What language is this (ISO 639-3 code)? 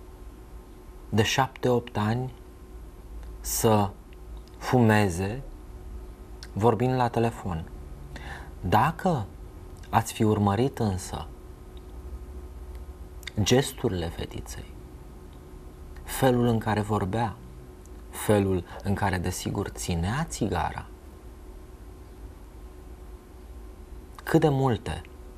ron